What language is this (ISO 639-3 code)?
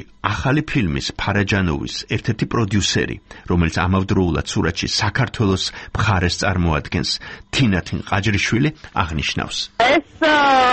kat